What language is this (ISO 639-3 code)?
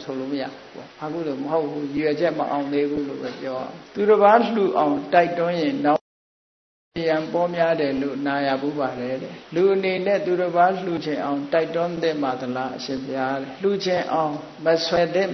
mya